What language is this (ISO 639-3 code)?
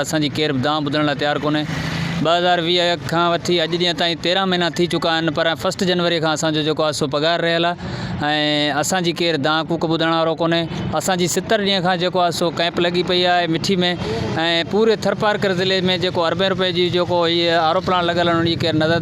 snd